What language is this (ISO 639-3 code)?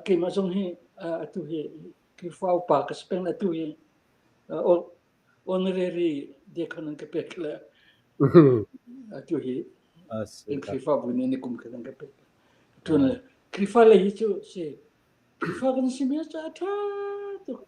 cfm